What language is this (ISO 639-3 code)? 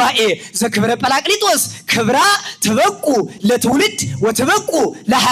amh